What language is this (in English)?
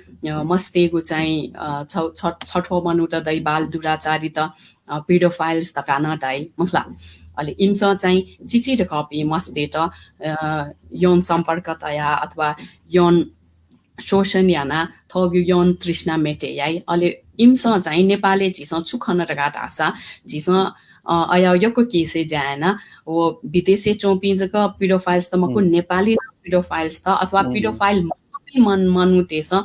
Newari